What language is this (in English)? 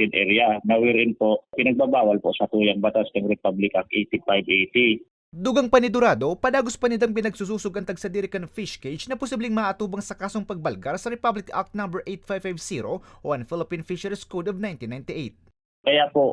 Bikol